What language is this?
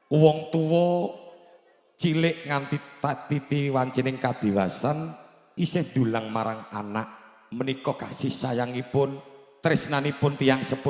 Javanese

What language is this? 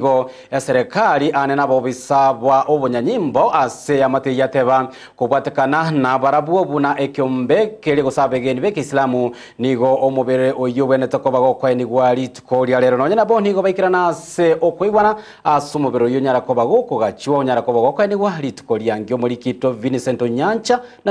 Gusii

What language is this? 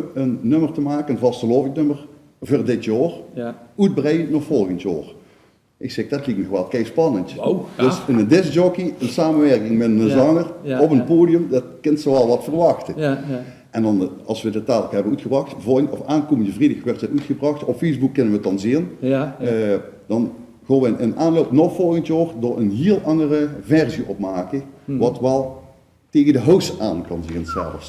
Limburgish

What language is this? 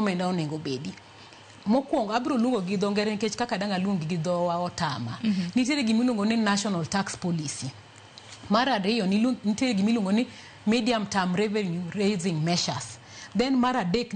Luo (Kenya and Tanzania)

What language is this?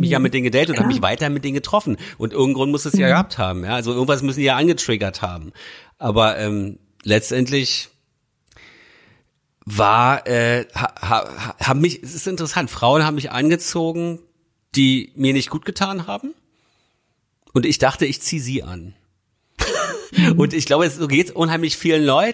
German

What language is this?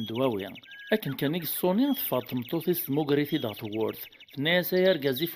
Kabyle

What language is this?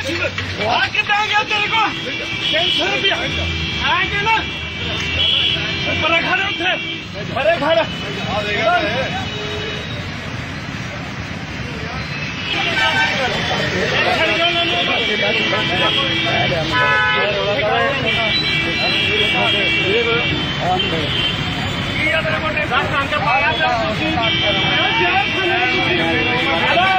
Punjabi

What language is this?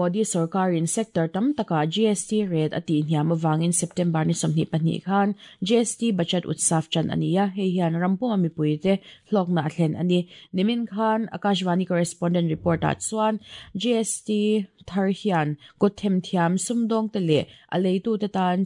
Mizo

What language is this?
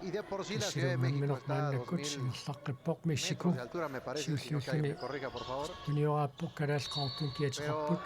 Kalaallisut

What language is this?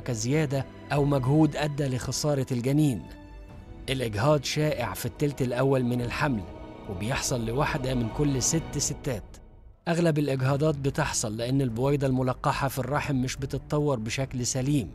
Egyptian Arabic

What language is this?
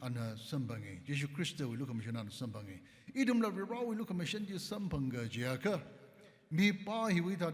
Tangkhul Naga (India)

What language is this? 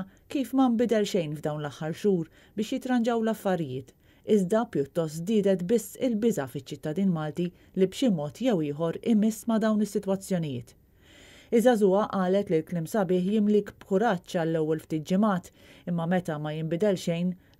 Maltese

